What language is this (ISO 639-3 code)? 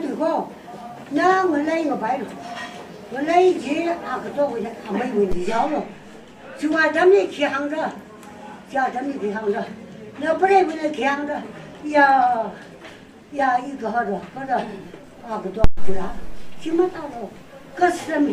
nmf